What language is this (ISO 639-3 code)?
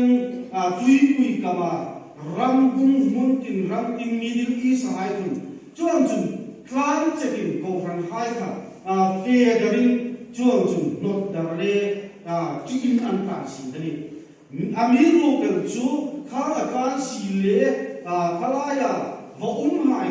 hmr